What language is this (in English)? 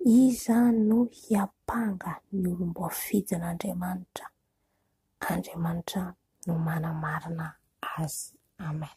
Malagasy